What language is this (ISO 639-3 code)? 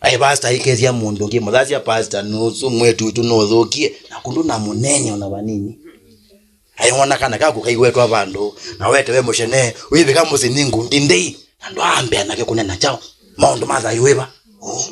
kam